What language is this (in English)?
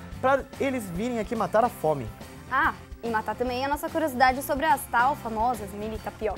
Portuguese